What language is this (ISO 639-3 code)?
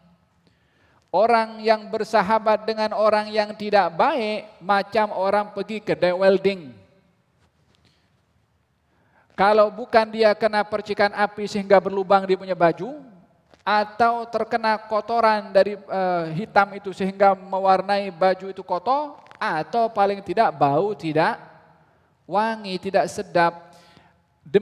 msa